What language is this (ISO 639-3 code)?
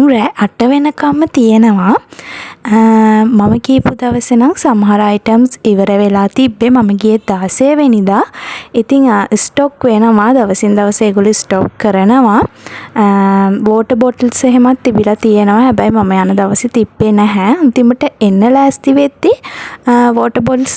sin